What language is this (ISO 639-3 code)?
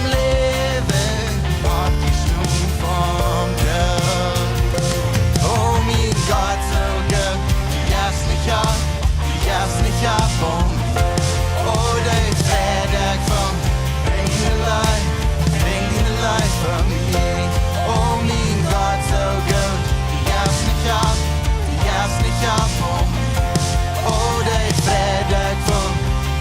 pdt